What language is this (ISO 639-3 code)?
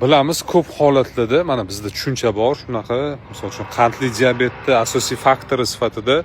uzb